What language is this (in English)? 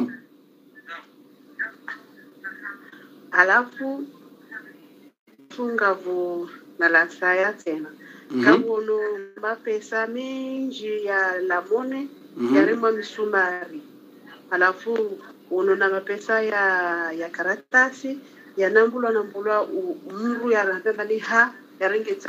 Swahili